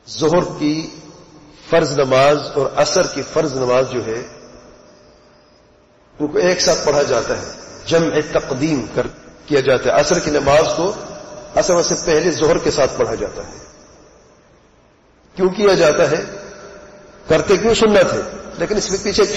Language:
Urdu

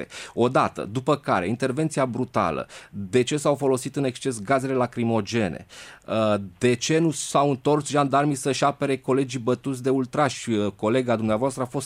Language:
Romanian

